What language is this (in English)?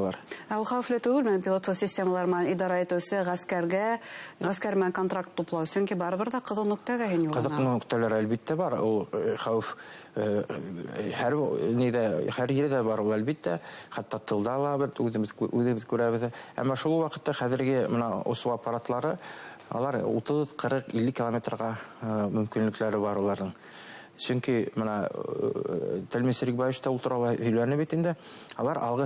Bashkir